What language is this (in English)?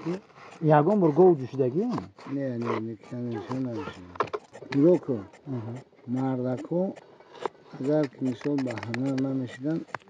Tajik